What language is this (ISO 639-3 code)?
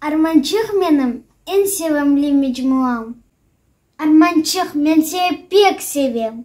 crh